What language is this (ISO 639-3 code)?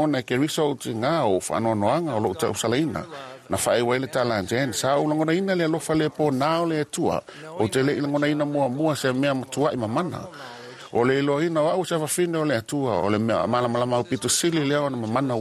smo